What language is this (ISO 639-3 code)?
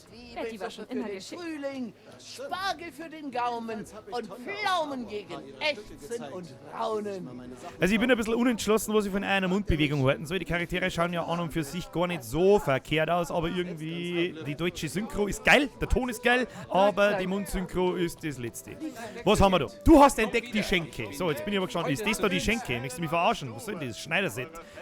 bar